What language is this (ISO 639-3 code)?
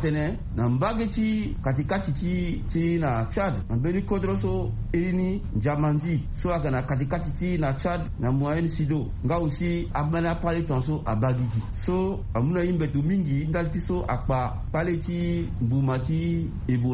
sag